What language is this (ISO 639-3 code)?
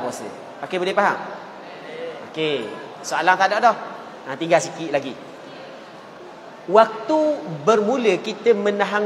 msa